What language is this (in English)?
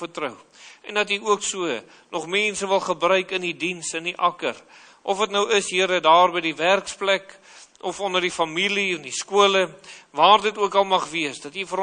Afrikaans